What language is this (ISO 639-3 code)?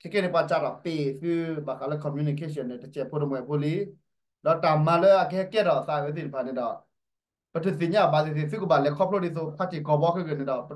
ksw